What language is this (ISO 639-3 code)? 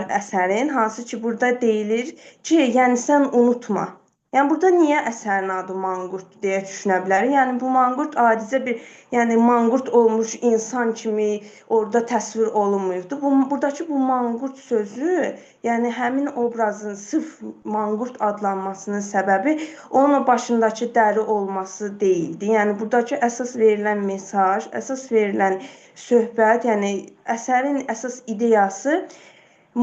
aze